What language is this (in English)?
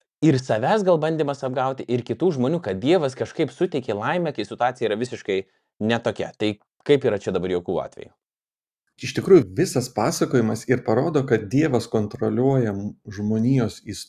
Lithuanian